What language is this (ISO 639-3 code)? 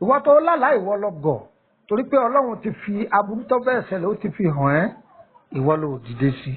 yor